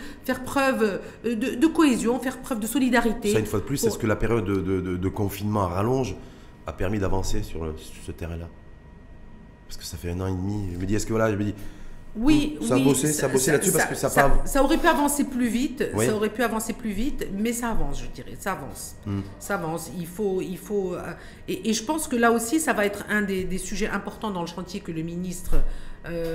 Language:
French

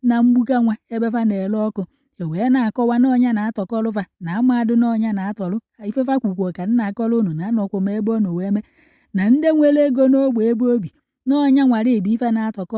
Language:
Igbo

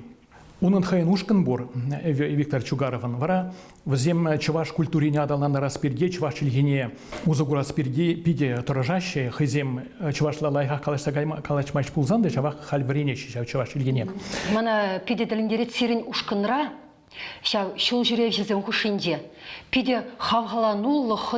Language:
Chuvash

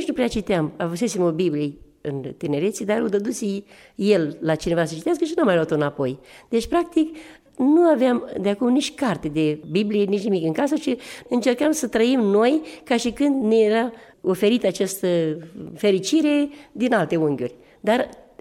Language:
Romanian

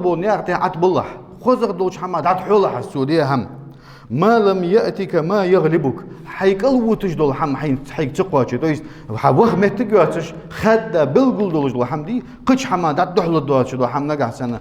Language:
Ingush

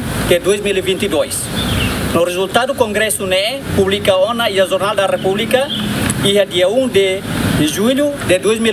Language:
Tetum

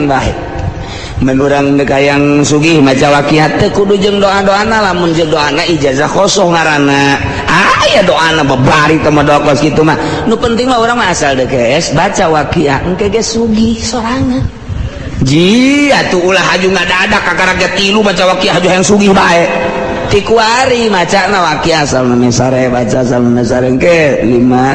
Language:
Sundanese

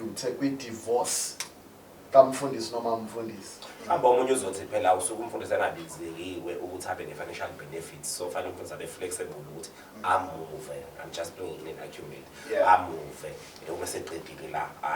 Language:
Zulu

